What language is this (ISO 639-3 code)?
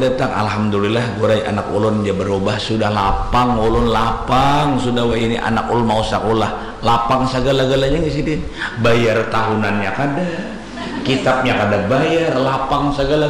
bjn